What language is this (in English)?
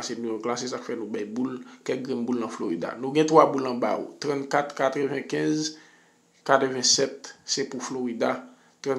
Haitian Creole